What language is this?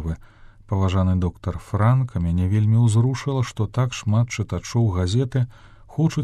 Belarusian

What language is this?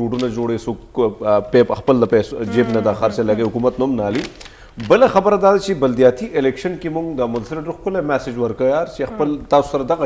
Pashto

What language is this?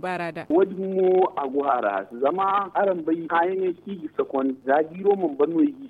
Zarma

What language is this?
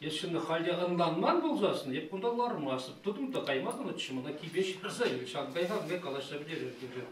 Chuvash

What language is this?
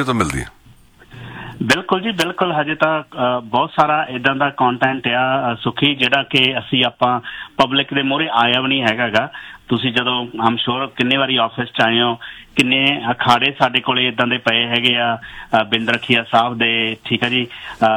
Punjabi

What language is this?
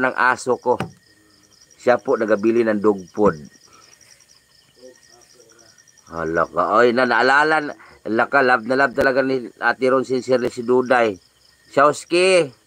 Filipino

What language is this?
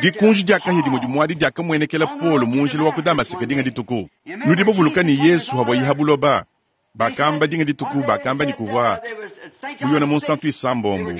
Luba-Lulua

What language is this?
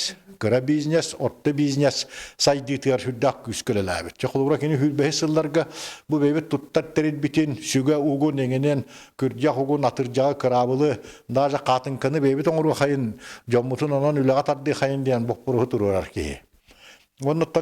Yakut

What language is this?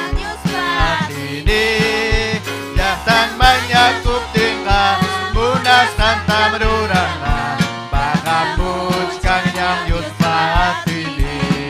Ayacucho Quechua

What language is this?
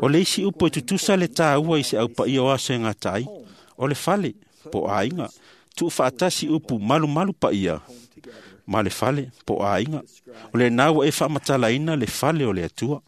Samoan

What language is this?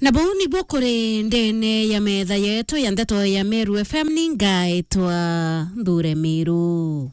Meru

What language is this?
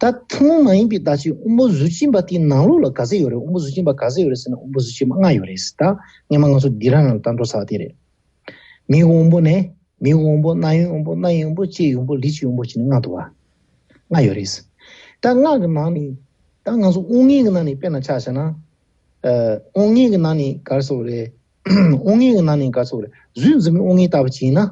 Tibetan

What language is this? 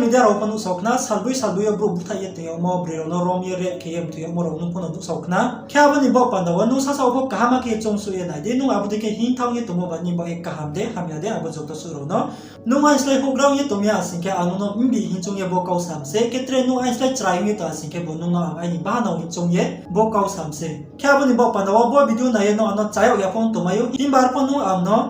Riang (India)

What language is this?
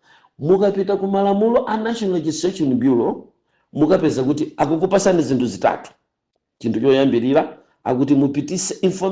Nyanja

